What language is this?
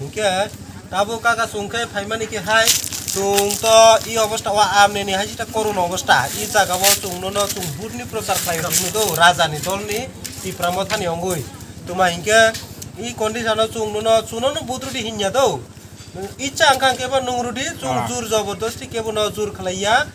Kok Borok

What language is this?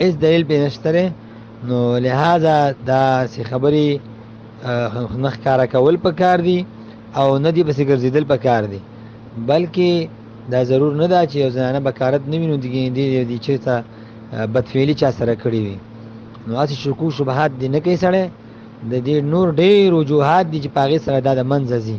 Pashto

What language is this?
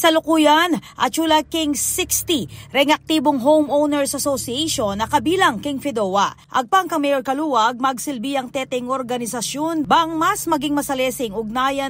Pampanga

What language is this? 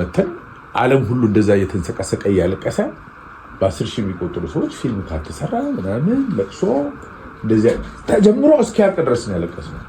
Amharic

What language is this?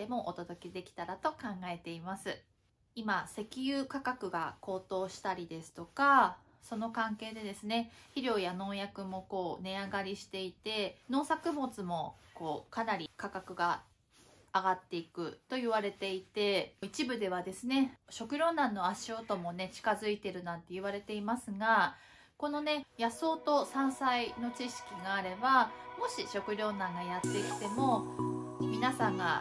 Japanese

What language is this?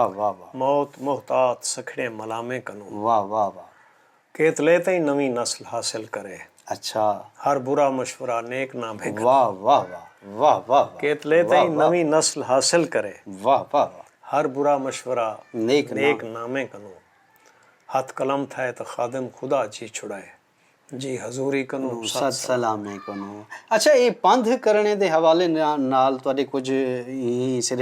Saraiki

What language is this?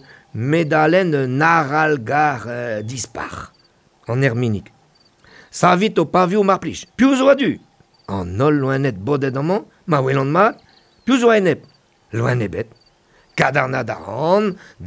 Breton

